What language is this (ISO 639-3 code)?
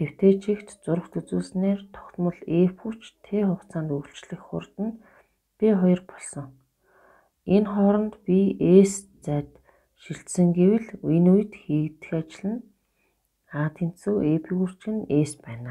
mon